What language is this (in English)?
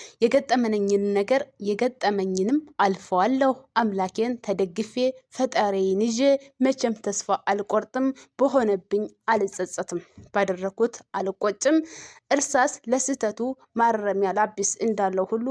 Amharic